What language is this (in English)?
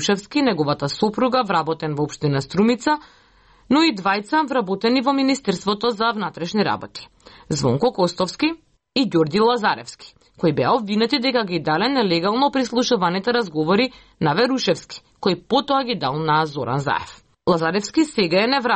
Macedonian